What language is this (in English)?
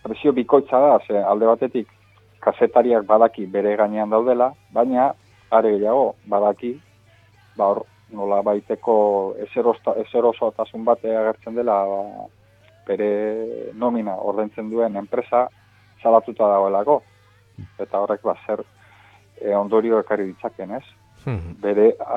Basque